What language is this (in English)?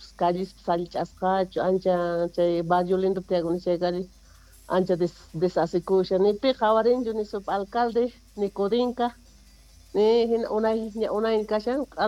South Bolivian Quechua